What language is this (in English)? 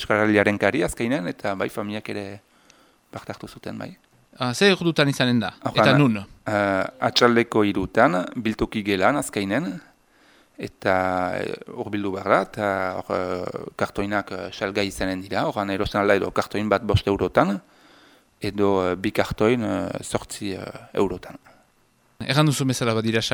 Basque